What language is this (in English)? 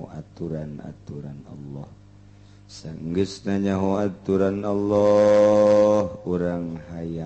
Sundanese